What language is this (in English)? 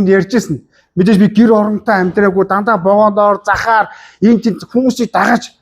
Mongolian